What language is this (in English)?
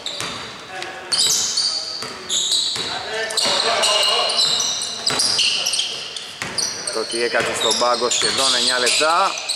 Greek